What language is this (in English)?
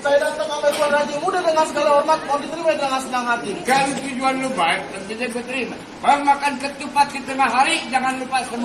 Betawi